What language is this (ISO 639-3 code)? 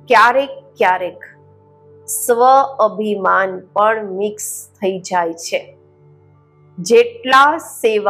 guj